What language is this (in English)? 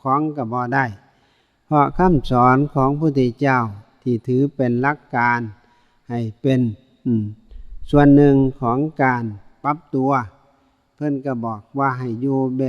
Northeastern Thai